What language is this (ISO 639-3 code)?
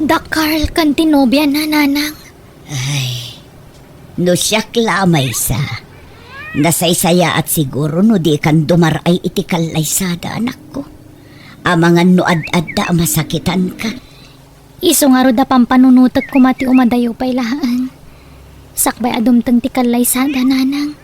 ilo